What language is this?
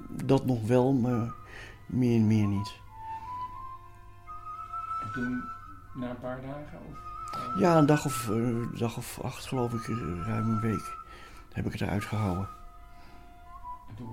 Dutch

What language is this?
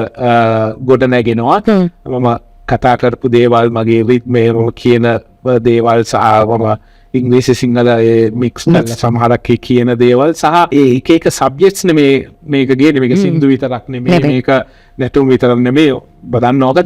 Sinhala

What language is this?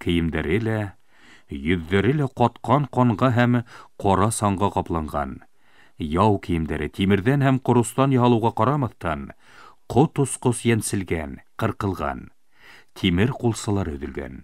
Bashkir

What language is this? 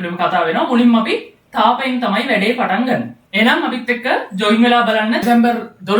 Sinhala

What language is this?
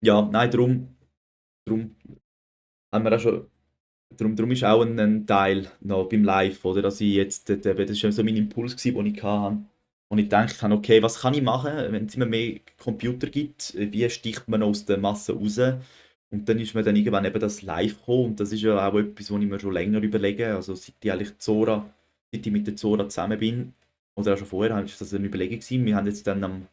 Swiss German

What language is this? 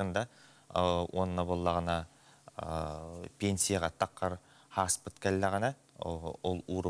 Yakut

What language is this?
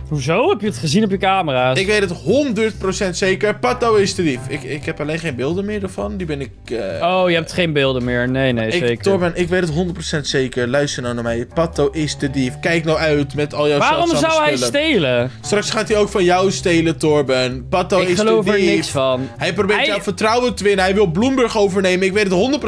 Dutch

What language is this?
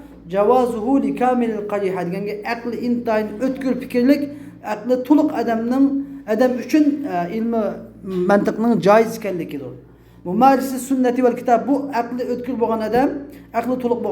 Uyghur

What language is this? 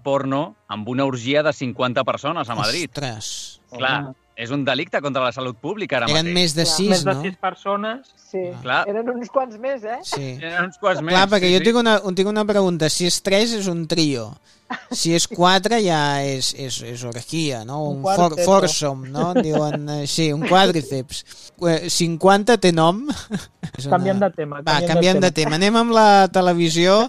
Catalan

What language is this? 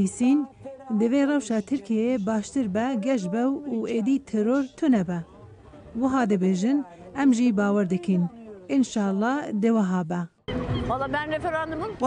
Kurdish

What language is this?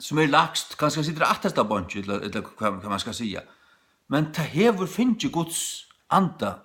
Faroese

